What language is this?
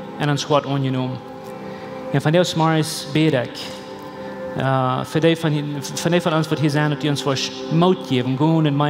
Plautdietsch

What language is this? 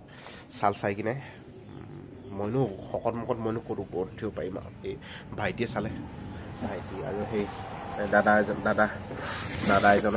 Assamese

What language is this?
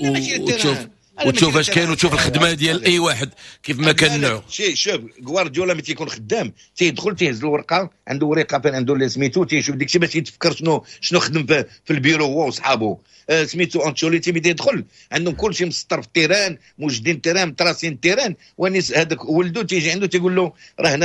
Moroccan Arabic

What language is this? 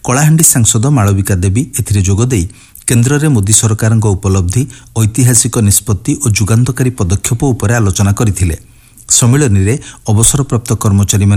Odia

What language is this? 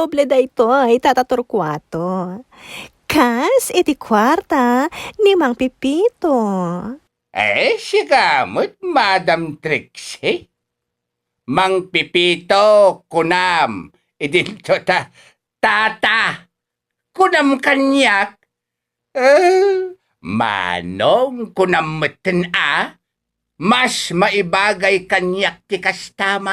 Iloko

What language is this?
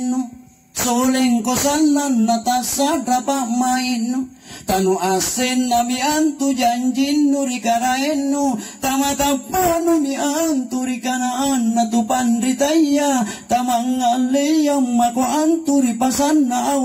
Makasar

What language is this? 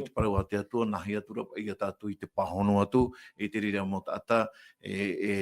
Tahitian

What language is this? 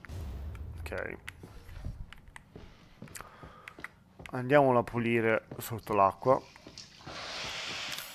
Italian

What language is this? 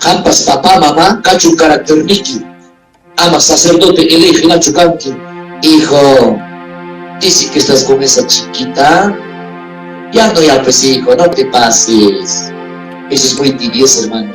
Ayacucho Quechua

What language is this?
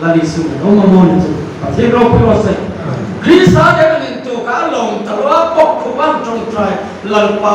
Hmar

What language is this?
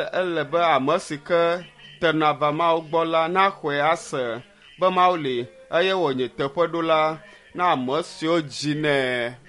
Ewe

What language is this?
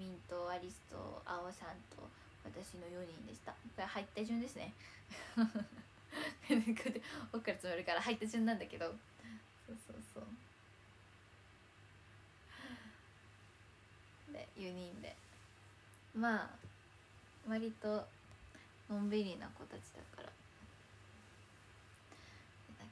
Japanese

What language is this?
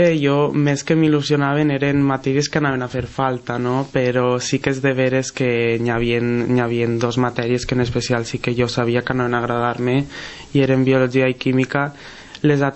Catalan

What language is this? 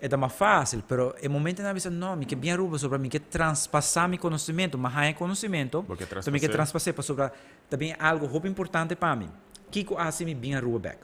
Papiamento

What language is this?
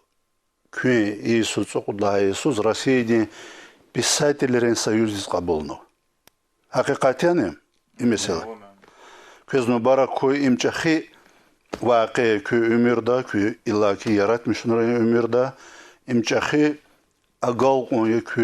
Lezghian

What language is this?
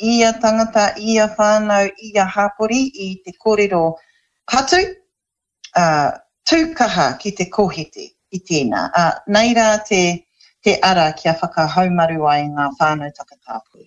Māori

